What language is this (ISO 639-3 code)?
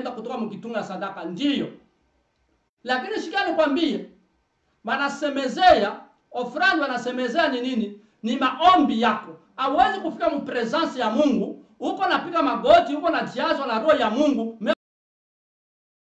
swa